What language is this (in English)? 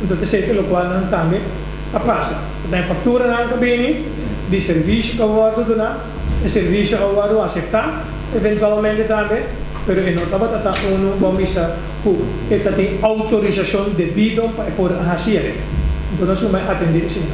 Papiamento